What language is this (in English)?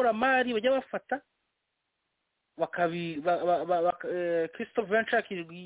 Kinyarwanda